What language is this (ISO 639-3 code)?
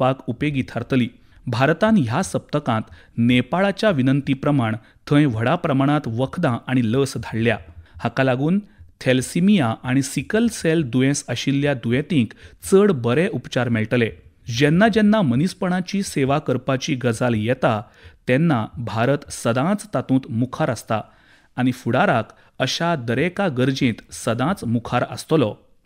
kok